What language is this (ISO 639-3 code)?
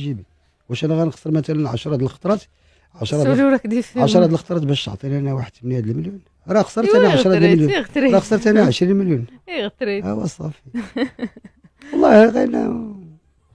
ary